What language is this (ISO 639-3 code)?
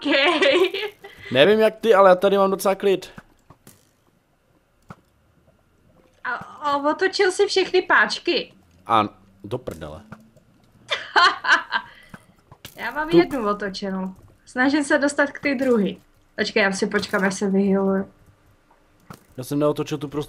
ces